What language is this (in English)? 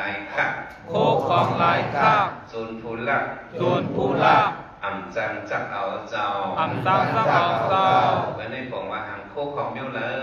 Shan